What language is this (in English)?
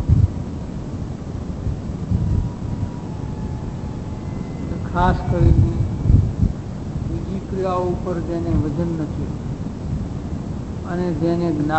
Gujarati